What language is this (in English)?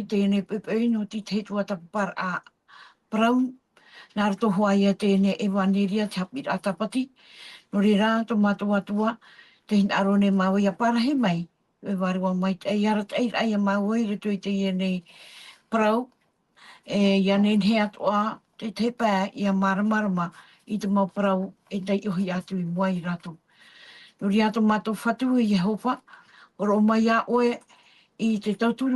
Tahitian